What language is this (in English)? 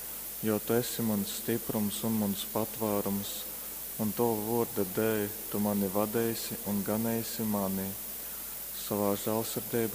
Latgalian